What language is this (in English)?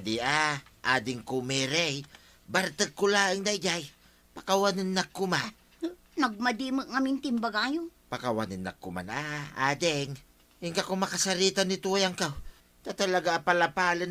Iloko